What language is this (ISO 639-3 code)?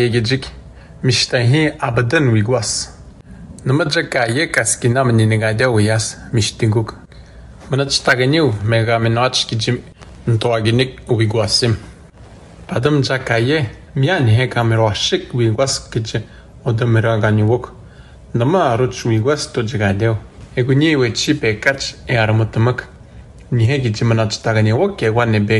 atj